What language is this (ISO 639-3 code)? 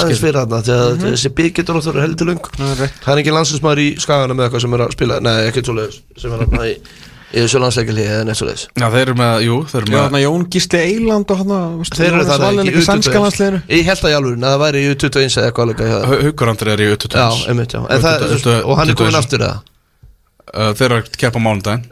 isl